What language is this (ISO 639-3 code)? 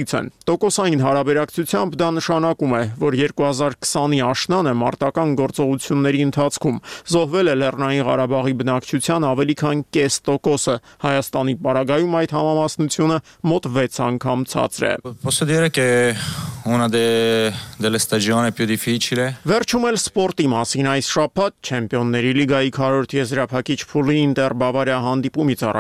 hye